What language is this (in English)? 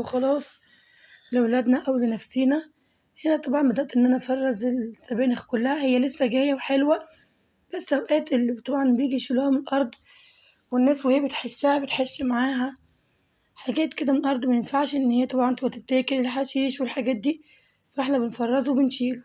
Egyptian Arabic